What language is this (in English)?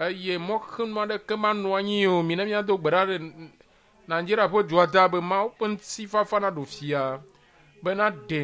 Ewe